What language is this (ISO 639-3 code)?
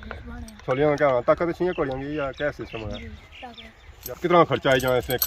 phr